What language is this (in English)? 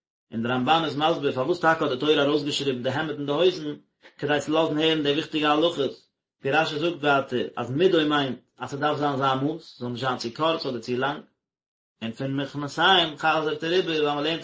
Yiddish